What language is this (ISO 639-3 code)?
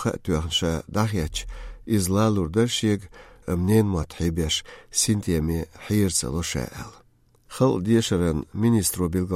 che